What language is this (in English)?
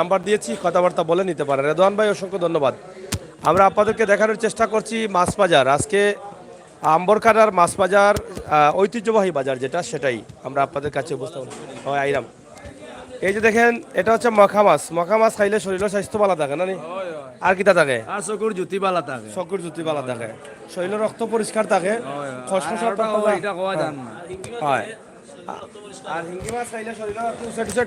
Sylheti